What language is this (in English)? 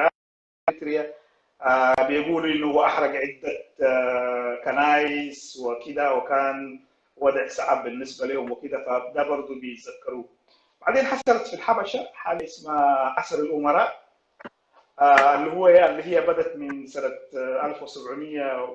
Sudanese Arabic